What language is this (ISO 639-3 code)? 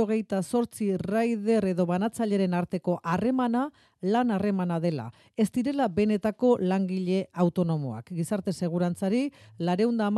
eus